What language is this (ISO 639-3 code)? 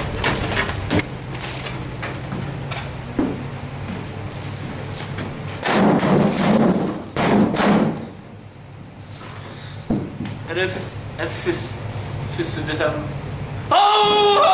nor